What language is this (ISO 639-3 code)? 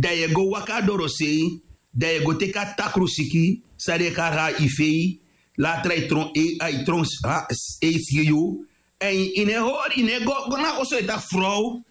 srn